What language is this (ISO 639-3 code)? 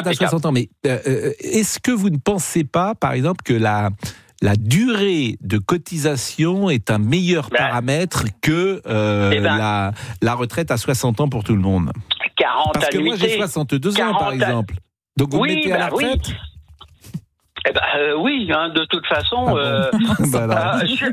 fra